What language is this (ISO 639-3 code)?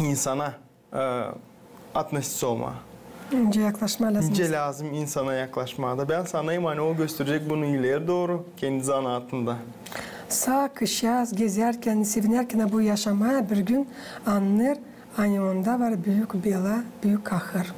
gag